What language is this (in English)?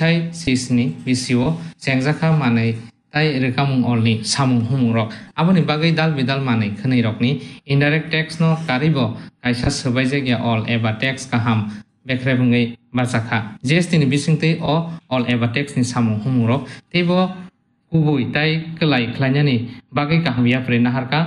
Kok Borok